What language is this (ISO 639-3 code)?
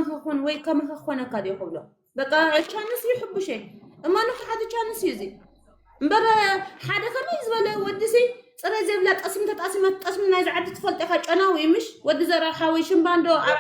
tir